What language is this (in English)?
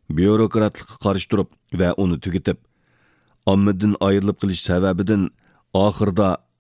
Uyghur